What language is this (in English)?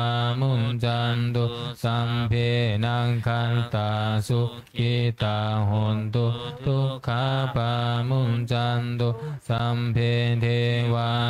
Pali